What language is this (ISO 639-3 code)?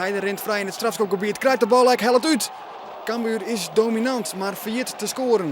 fry